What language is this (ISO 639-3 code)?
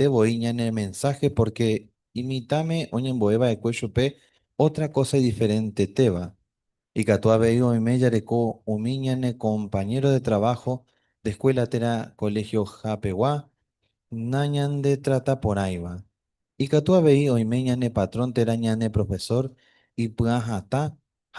grn